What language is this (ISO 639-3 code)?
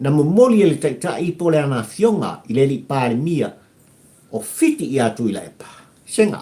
smo